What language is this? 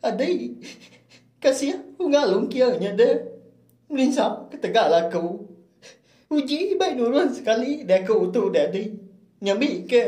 Iban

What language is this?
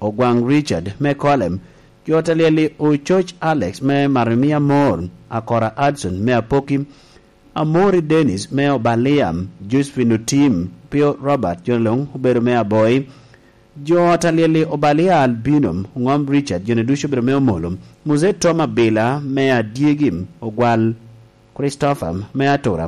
Lango (Uganda)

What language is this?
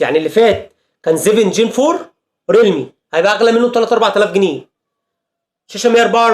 Egyptian Arabic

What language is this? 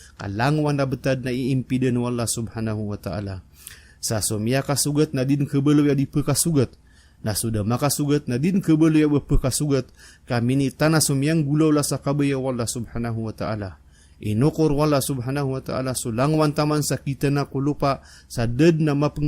Maranao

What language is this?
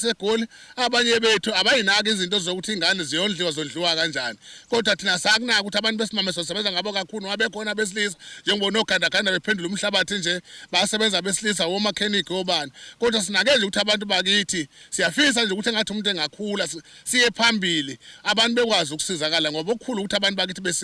Zulu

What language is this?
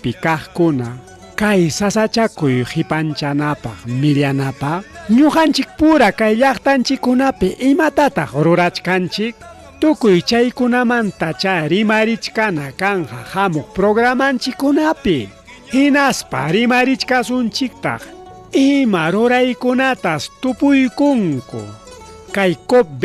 Ayacucho Quechua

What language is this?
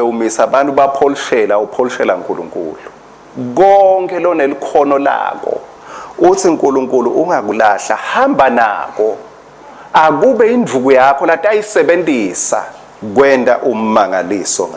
Swati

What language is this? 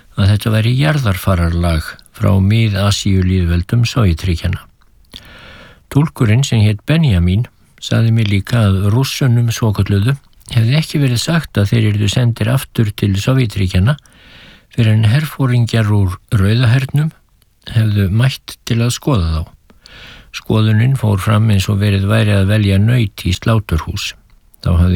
Icelandic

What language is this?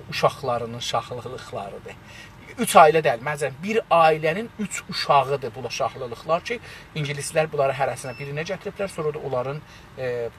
South Azerbaijani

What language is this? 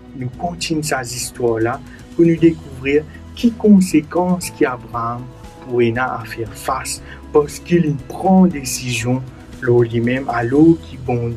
Morisyen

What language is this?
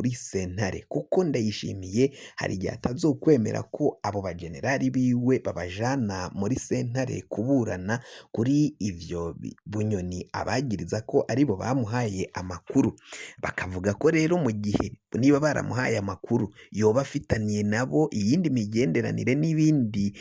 Rundi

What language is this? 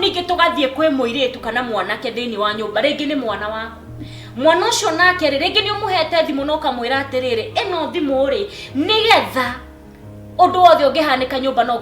Kikuyu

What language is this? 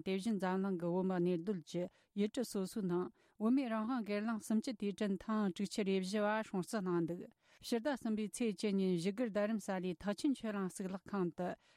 Tibetan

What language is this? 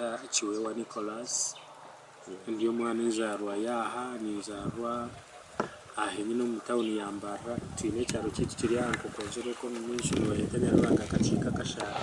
Nyankole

